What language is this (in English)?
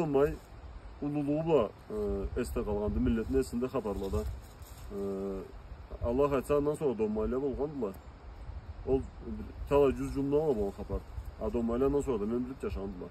Karachay-Balkar